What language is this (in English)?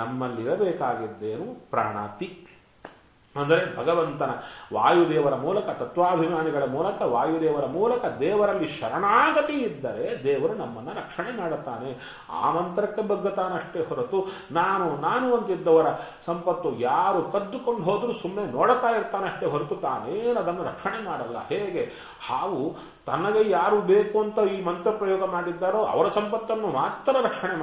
Kannada